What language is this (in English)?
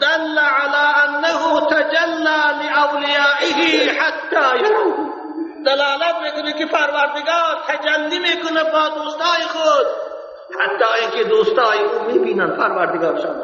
Tajik